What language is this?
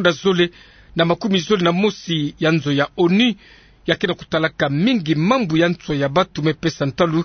Kituba (Democratic Republic of Congo)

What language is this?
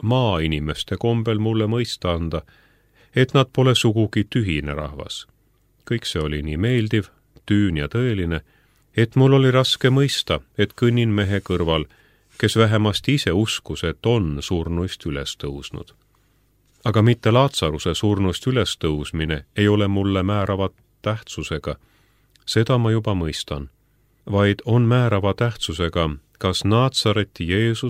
Estonian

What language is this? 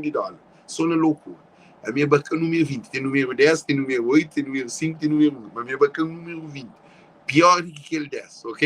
Kabuverdianu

